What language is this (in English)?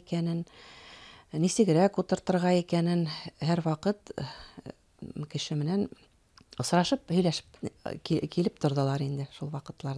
Bashkir